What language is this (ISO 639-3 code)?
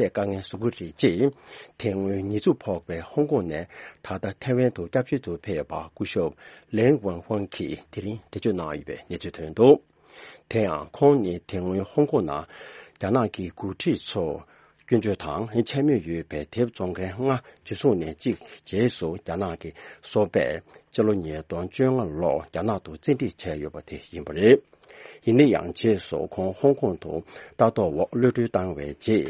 bod